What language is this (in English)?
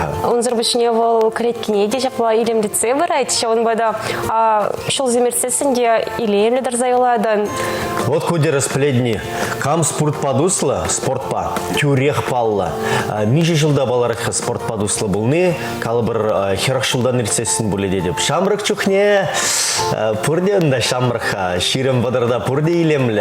Chuvash